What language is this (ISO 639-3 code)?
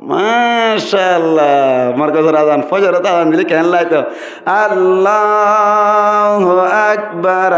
rhg